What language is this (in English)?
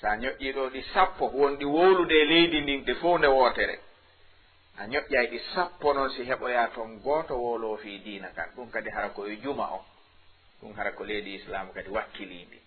Fula